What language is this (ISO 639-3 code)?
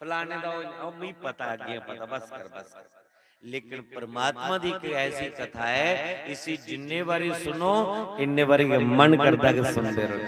doi